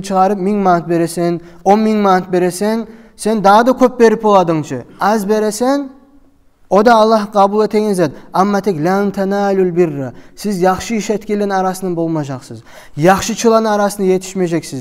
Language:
Kumyk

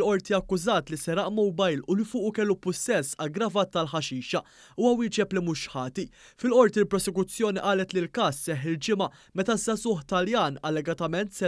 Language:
Maltese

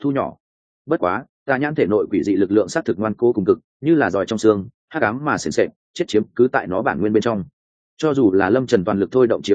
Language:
Vietnamese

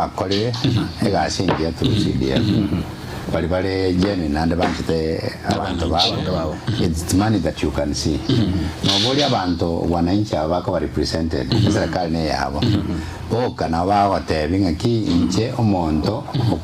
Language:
Gusii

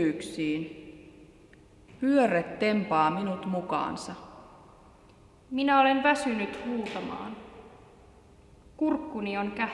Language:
Finnish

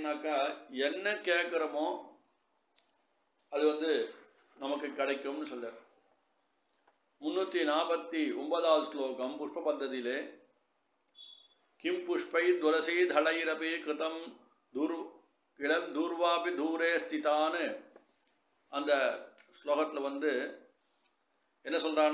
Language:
Tamil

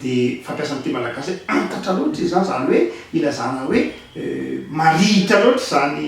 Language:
Malagasy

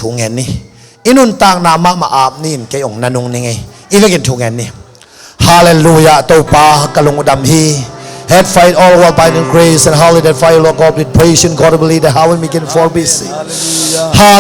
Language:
Tedim Chin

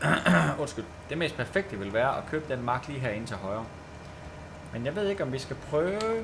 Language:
Danish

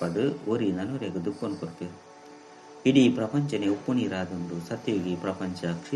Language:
Tulu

